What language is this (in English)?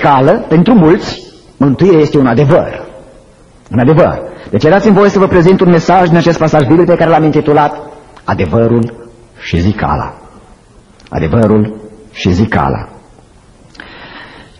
Romanian